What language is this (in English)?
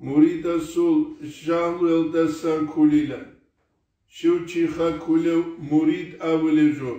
Avaric